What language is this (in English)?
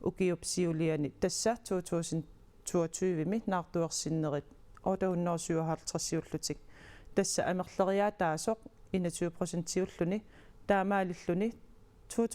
Kalaallisut